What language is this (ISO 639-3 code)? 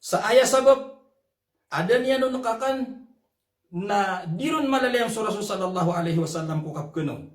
mrw